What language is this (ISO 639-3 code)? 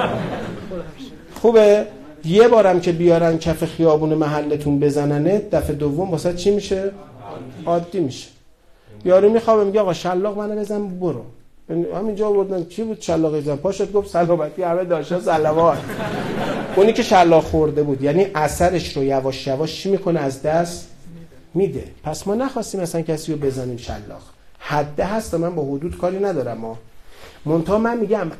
fas